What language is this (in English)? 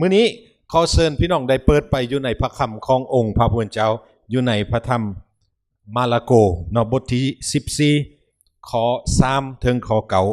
Lao